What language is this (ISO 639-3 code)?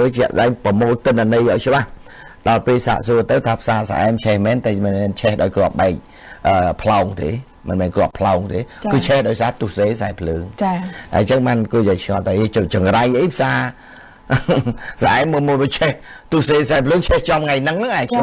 khm